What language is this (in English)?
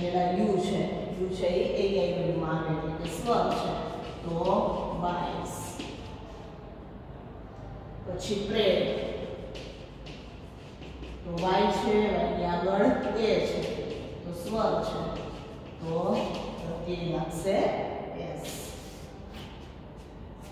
Gujarati